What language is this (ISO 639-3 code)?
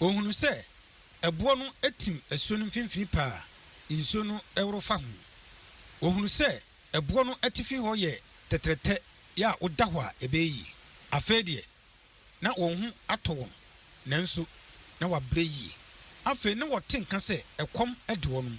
aka